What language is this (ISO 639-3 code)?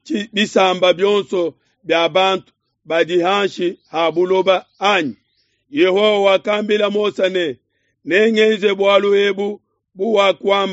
lua